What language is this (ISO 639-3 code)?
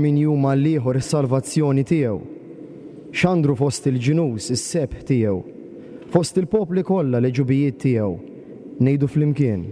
mlt